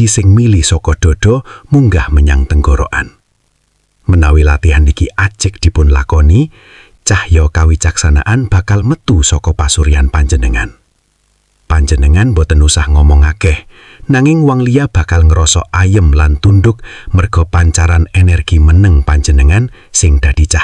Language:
Javanese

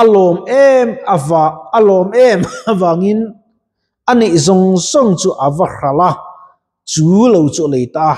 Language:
Mizo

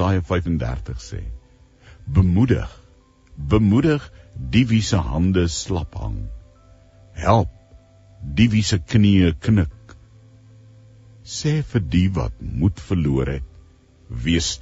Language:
Afrikaans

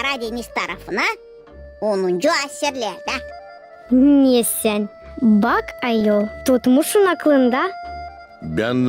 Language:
Gagauz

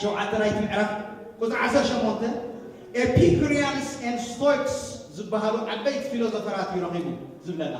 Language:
Tigrinya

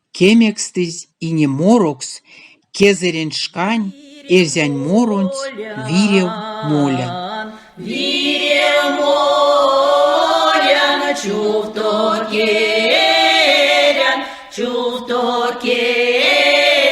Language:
Erzya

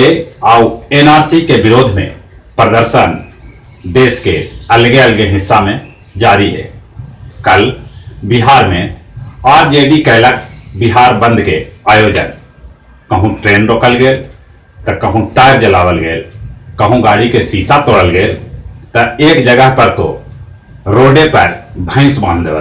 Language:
Magahi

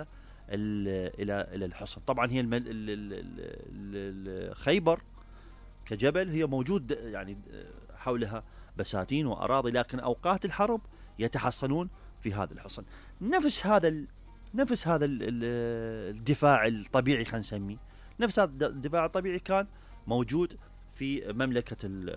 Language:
Mesopotamian Arabic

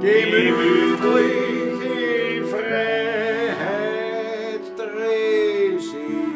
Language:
Bavarian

